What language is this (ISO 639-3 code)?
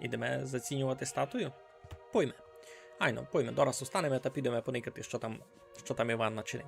rue